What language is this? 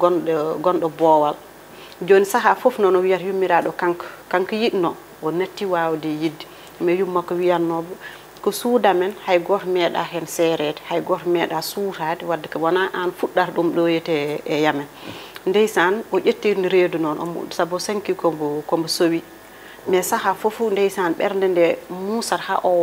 Fula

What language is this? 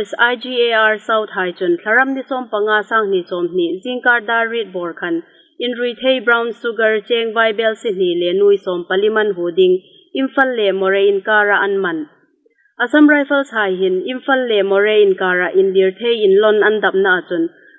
Hmar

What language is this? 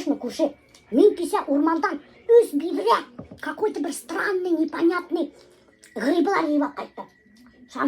Bashkir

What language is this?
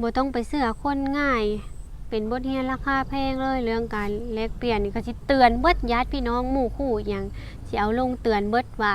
Lao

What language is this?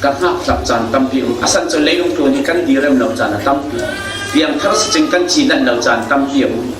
Falam Chin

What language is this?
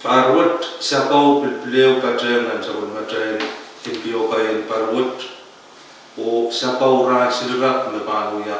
Pohnpeian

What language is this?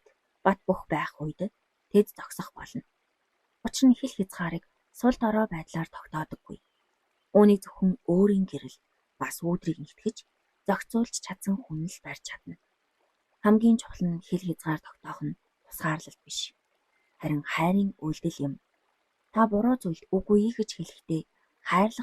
Mongolian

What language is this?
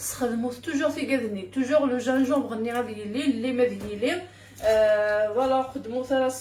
Kabyle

